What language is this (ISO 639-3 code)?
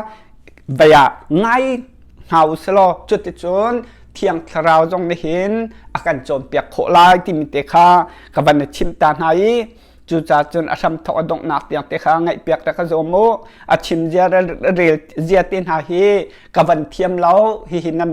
cnh